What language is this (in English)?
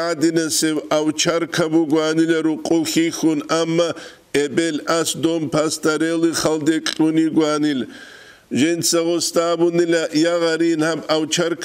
Avaric